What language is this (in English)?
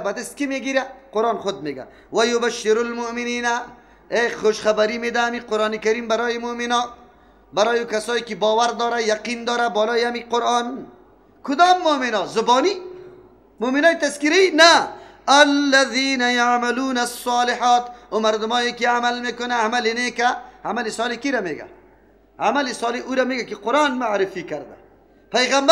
Persian